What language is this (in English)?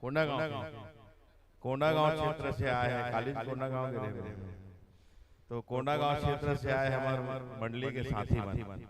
Chhattisgarhi